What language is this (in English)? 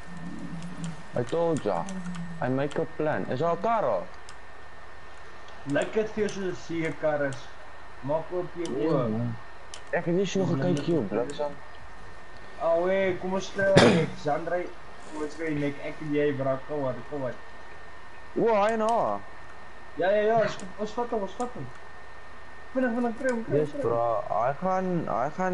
Afrikaans